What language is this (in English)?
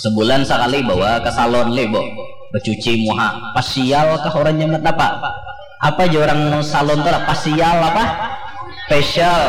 Banjar